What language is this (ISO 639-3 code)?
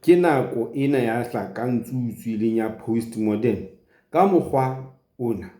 sot